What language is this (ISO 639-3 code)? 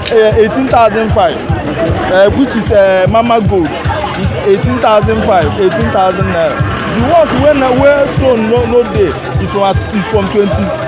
pcm